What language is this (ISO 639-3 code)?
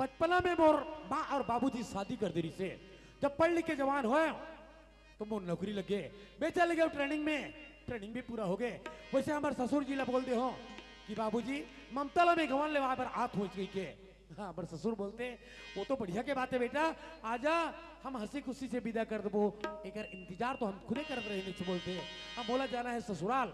hne